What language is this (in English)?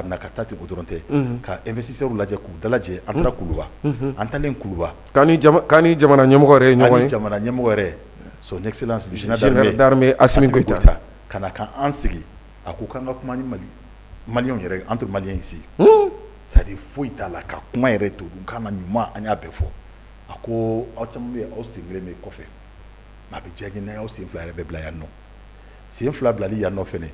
Bambara